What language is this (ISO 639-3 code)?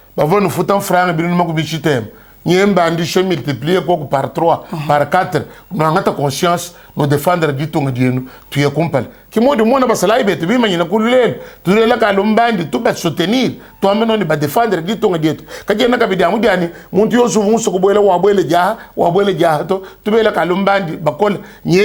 lua